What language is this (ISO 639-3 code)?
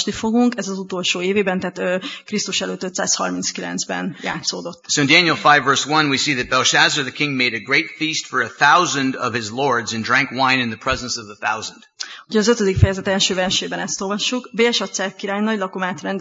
hun